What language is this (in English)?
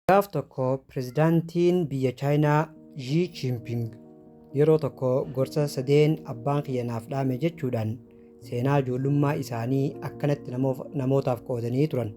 Oromo